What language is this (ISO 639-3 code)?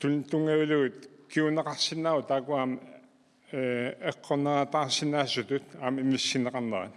kal